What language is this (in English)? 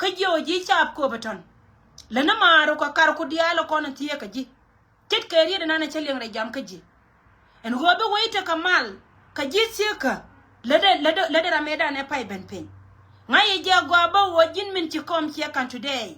Nuer